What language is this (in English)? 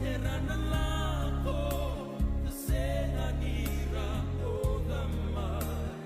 Fijian